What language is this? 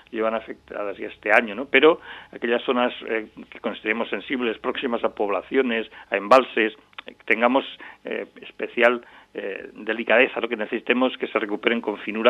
Spanish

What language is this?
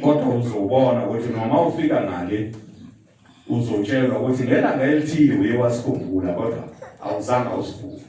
Zulu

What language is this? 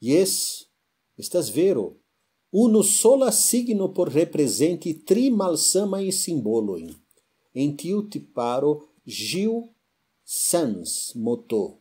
Esperanto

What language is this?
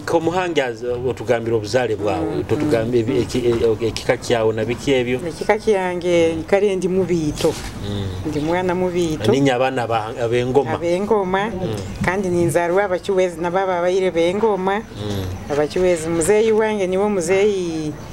Nyoro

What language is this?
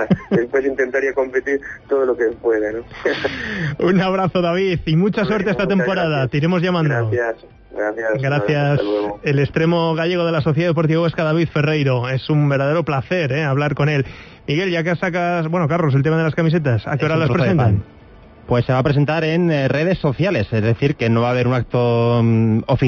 Spanish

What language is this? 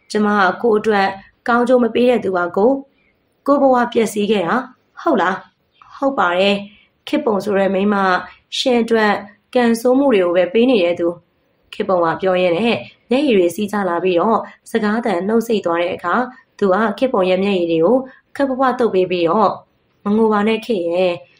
Burmese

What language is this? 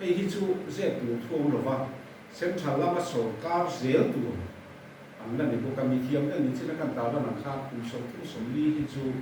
Mizo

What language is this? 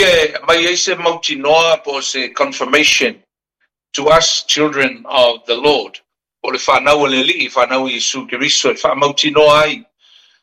Samoan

